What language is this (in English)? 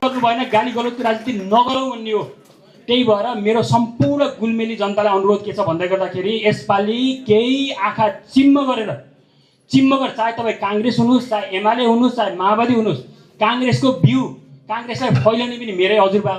Nepali